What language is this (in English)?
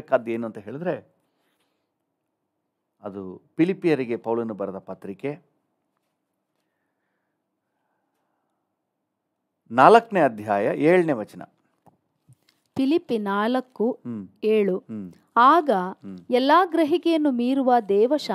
Kannada